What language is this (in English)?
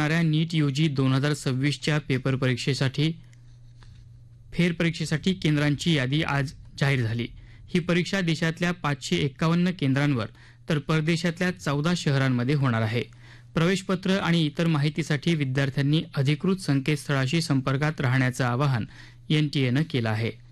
Marathi